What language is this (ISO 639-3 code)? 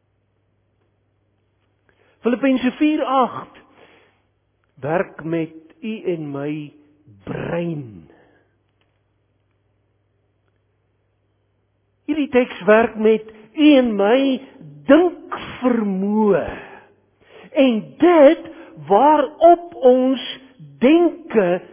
afr